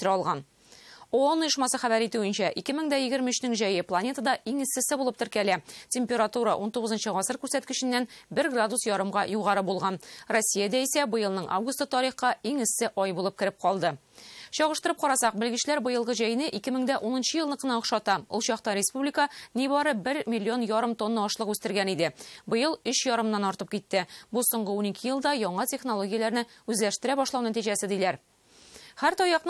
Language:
Tatar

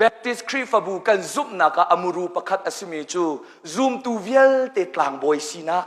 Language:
Hakha Chin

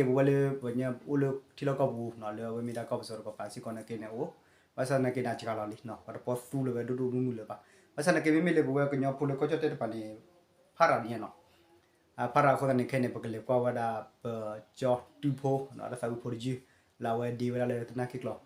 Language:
S'gaw Karen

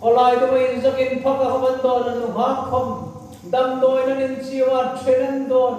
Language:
Hmar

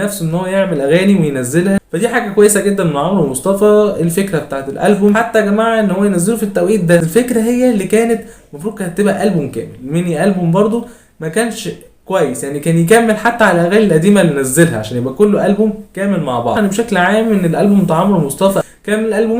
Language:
Egyptian Arabic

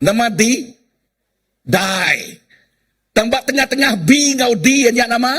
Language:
Iban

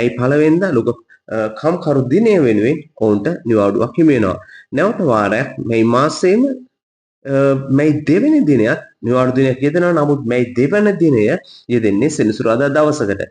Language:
Sinhala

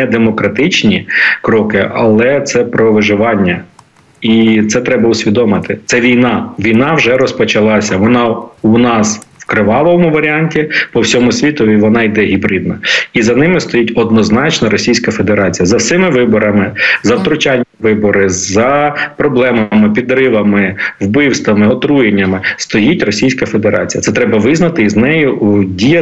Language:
Ukrainian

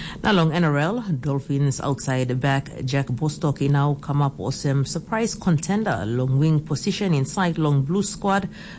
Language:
Tok Pisin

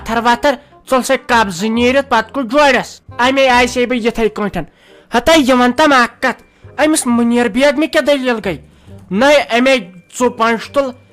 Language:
Kashmiri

